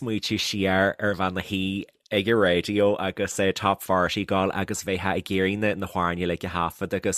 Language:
Irish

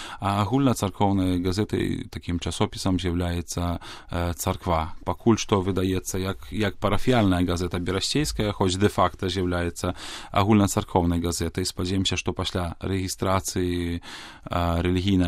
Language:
Belarusian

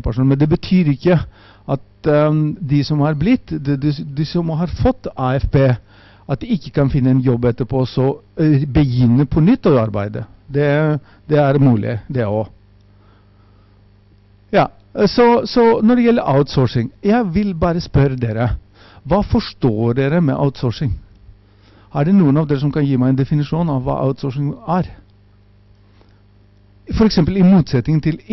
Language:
Norwegian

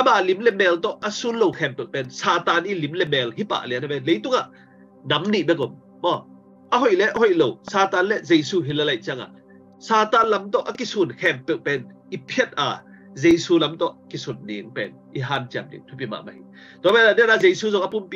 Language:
Tedim Chin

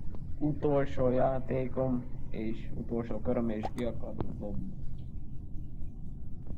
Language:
Hungarian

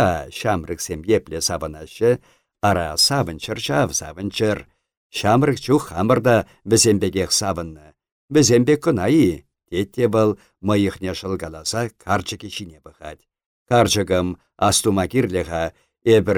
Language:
Chuvash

